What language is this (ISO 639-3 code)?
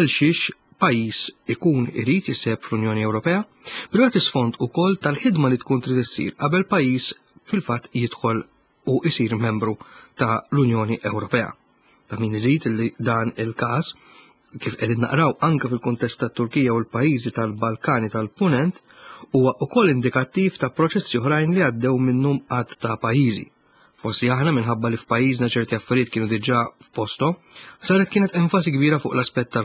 mlt